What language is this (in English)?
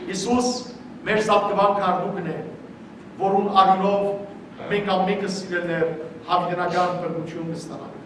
Western Armenian